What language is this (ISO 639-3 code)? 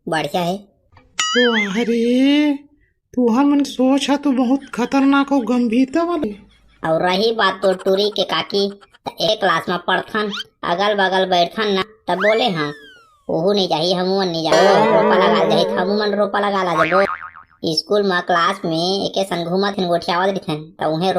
hne